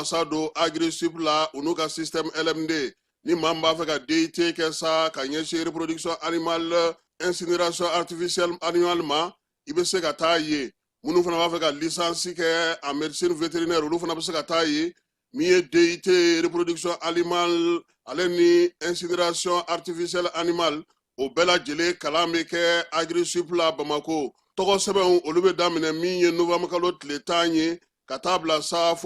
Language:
Bambara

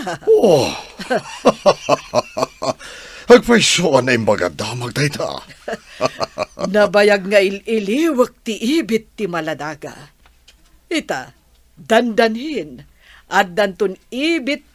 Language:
Iloko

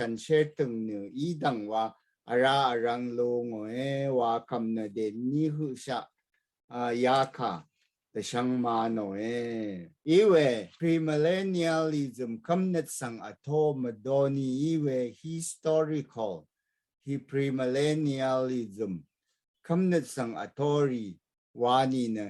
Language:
Rawang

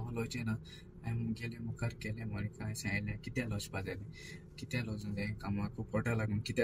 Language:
Konkani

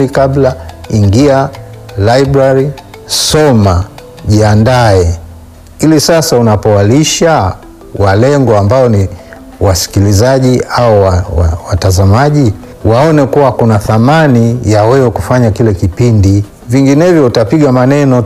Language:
Swahili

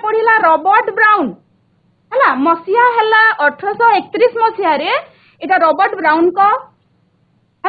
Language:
Odia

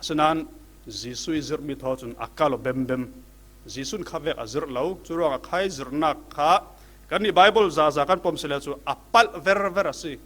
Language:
Falam Chin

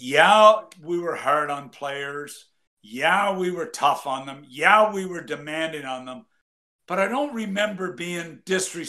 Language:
English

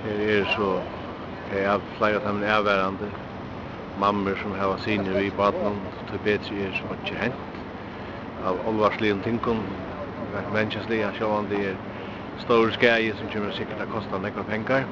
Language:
Faroese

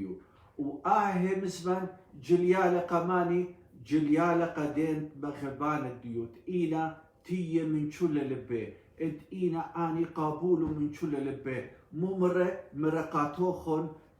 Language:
Assyrian Neo-Aramaic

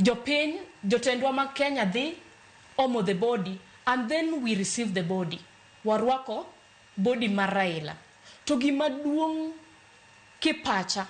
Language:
Luo (Kenya and Tanzania)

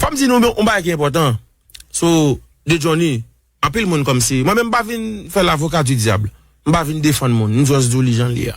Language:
Haitian Creole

